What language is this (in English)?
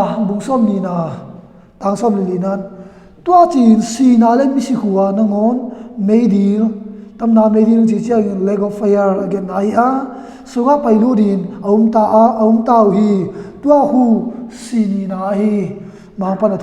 Tedim Chin